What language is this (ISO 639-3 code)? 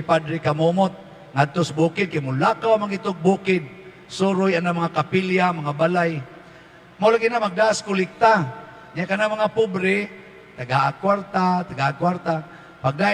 ceb